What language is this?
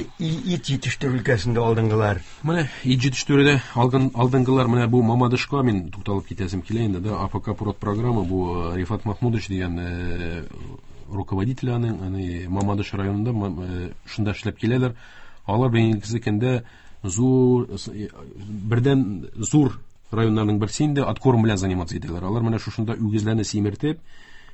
Tatar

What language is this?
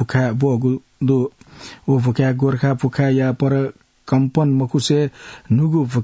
Newari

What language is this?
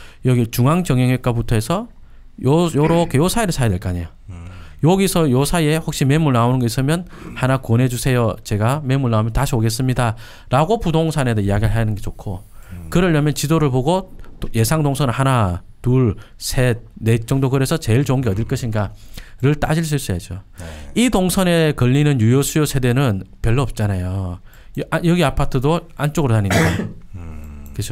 Korean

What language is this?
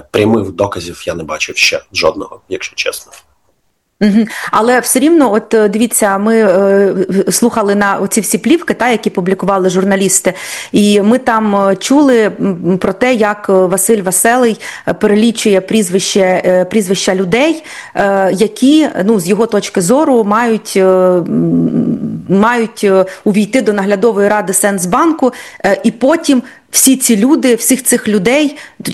Ukrainian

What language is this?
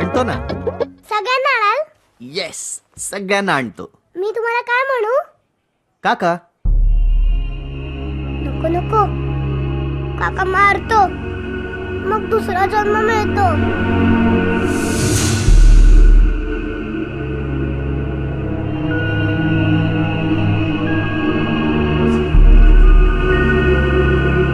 Marathi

